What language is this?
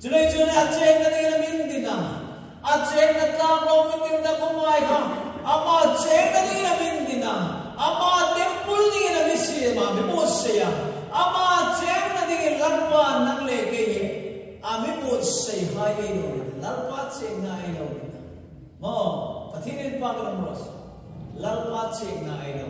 Hmar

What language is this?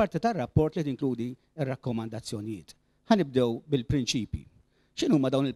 Maltese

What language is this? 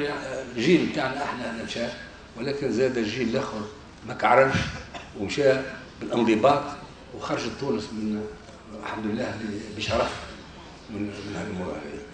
Tunisian Arabic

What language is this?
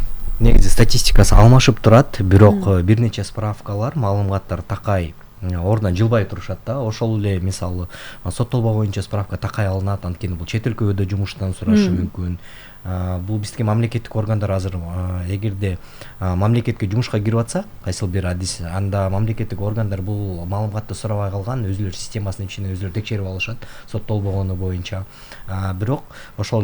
Kyrgyz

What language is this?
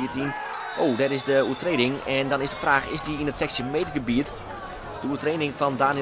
Western Frisian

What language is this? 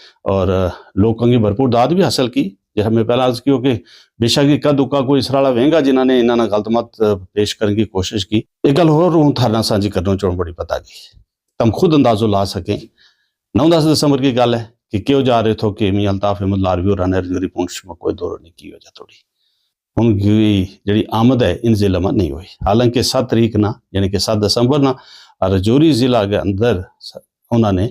Gujari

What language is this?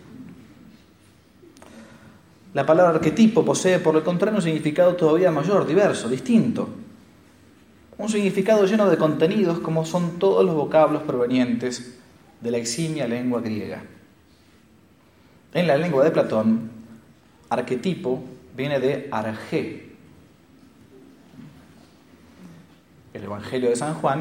Spanish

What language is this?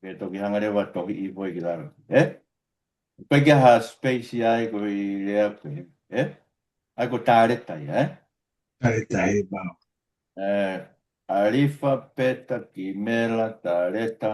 Tongan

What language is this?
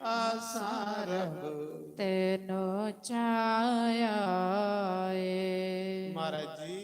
Dogri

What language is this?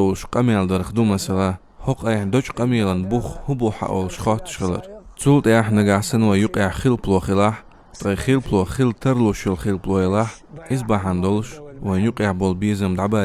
Chechen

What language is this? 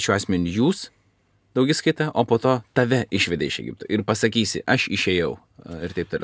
Lithuanian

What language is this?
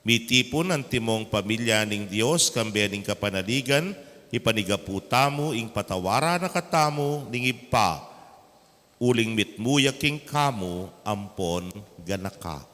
Pampanga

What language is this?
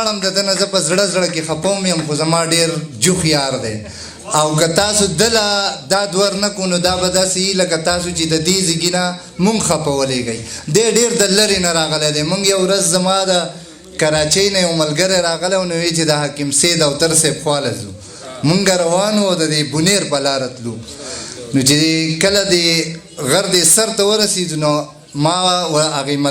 Pashto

